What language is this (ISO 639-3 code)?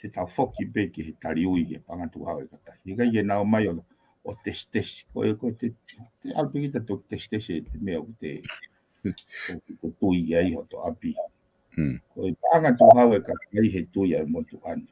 ton